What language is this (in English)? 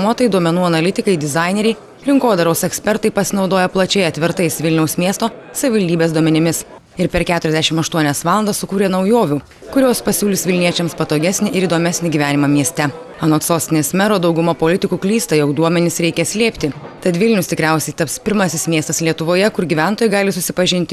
Lithuanian